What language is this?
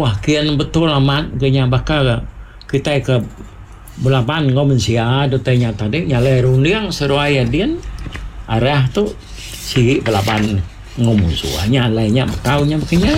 Iban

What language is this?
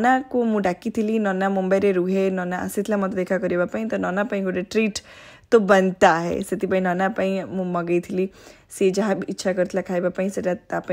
Odia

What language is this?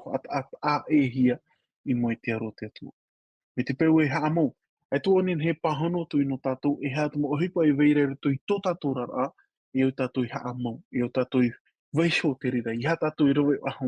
Tahitian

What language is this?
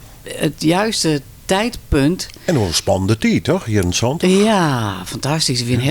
Western Frisian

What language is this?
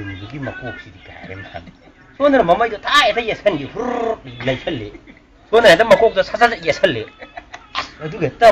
Manipuri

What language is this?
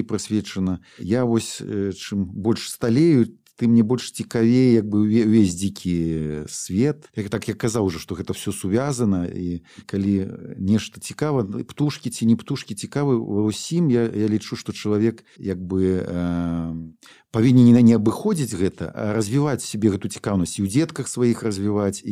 Belarusian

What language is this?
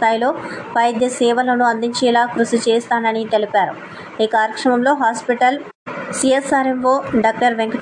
Telugu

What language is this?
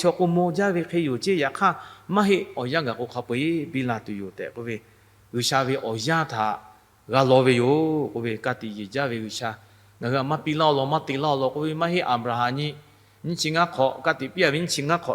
Lahu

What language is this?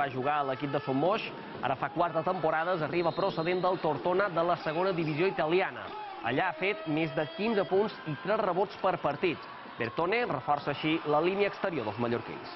Catalan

